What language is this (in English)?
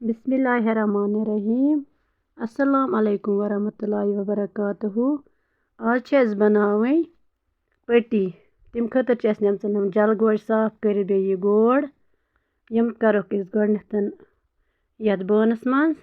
Kashmiri